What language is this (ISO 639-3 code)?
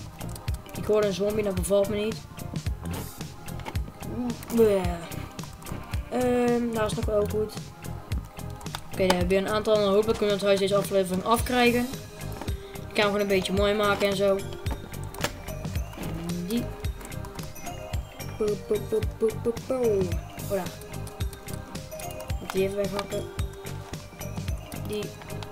nld